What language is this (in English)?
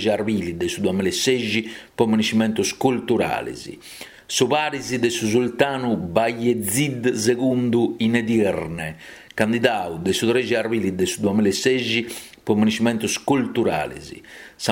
Sardinian